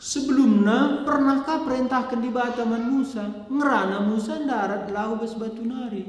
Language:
Batak Karo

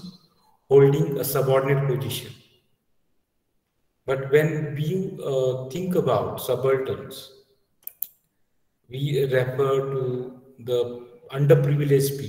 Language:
English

